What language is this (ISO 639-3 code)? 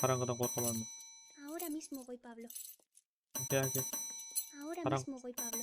kaa